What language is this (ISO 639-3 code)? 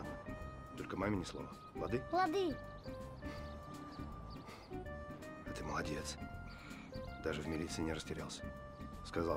rus